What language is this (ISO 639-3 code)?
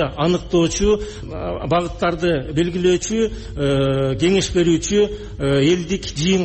kir